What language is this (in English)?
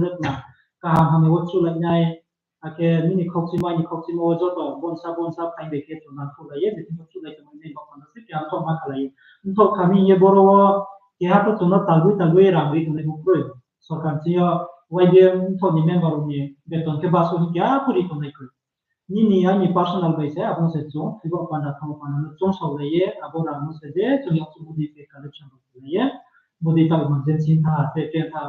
Riang (India)